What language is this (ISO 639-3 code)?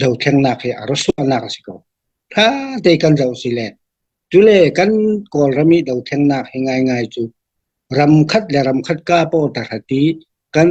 cfm